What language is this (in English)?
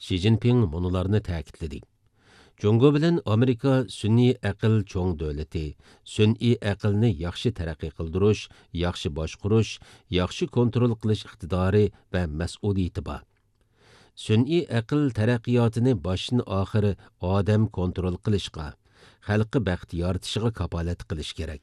Uyghur